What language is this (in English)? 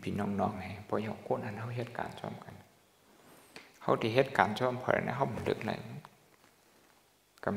Burmese